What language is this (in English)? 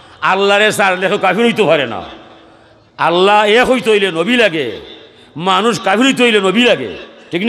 Sylheti